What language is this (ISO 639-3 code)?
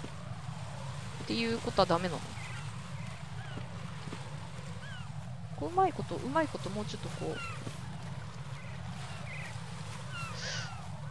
jpn